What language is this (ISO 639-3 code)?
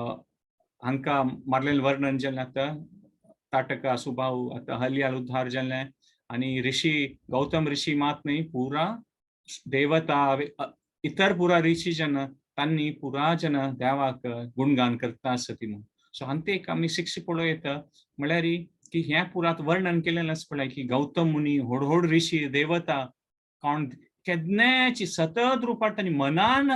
kok